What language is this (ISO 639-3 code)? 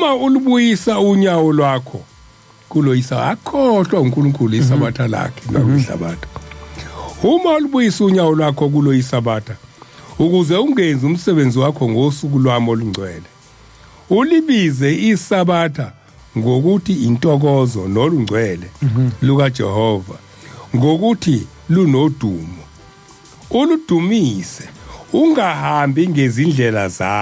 zul